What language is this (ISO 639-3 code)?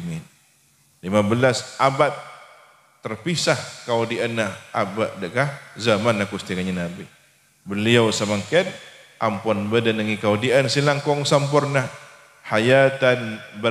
mad